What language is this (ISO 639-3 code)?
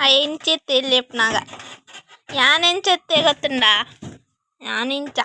tcy